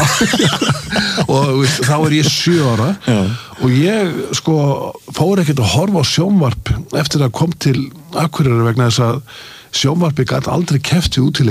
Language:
Icelandic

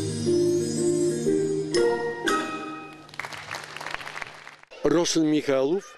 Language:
Bulgarian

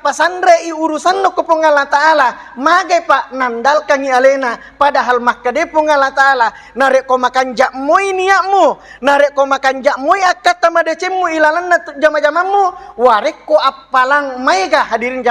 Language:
Buginese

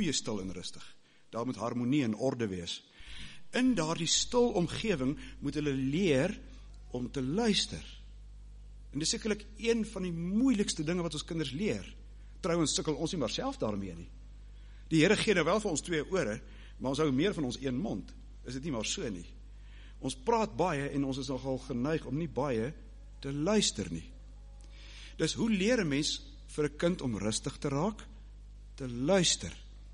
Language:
Afrikaans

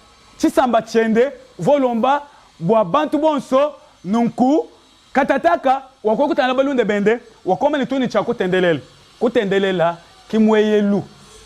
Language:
Luba-Lulua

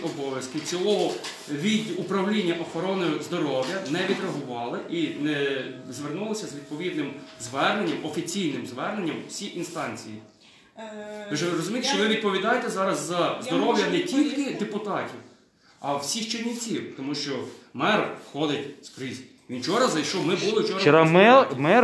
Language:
Ukrainian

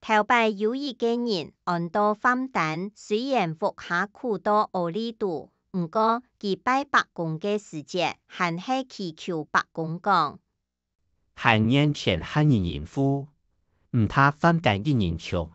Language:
Hakka Chinese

